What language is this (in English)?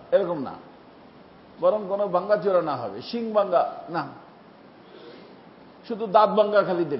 Bangla